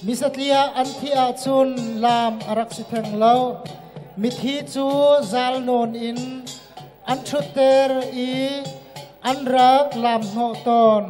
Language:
Hakha Chin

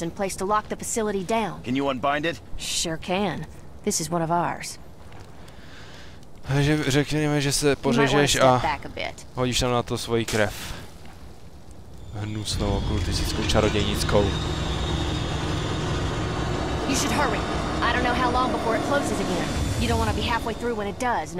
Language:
Czech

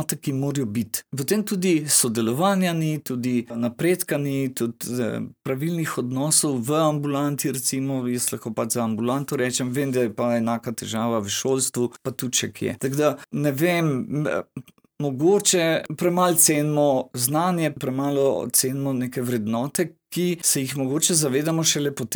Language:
Slovenian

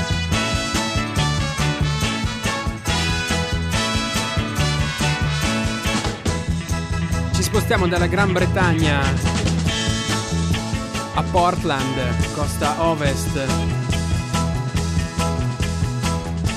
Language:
Italian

